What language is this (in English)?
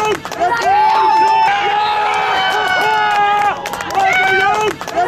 Dutch